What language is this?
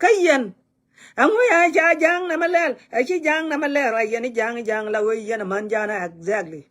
Nuer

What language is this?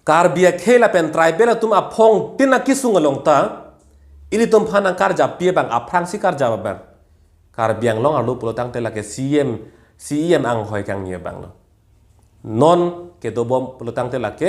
Karbi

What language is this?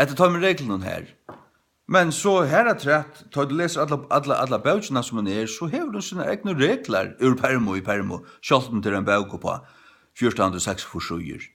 Faroese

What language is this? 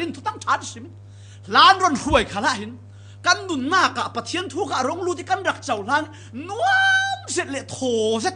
Falam Chin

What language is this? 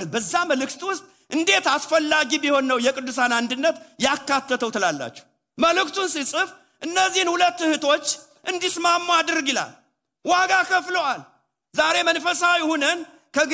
Amharic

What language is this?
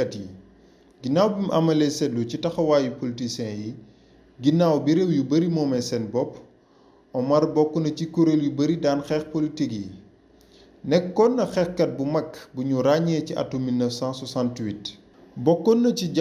Wolof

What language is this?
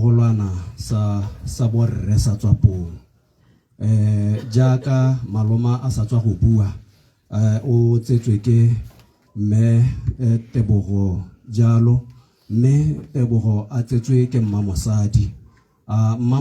Tswana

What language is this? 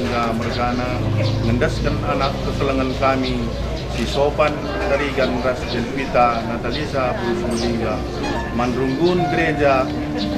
Batak Karo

